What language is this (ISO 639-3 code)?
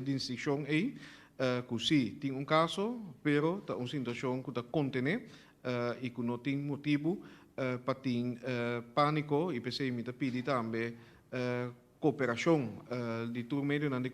pap